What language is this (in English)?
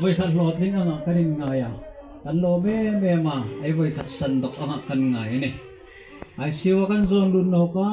Hmar